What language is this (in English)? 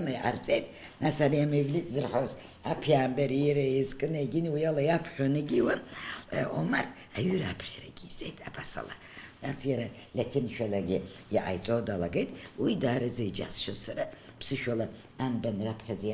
Abkhazian